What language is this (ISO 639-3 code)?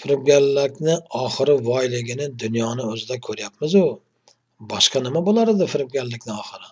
uzb